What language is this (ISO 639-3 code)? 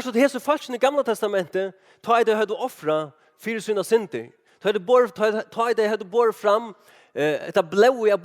fao